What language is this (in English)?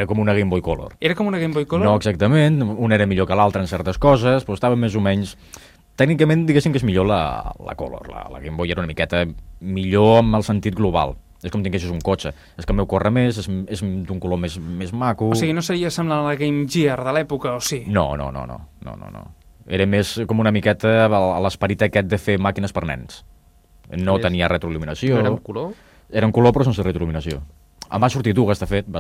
Catalan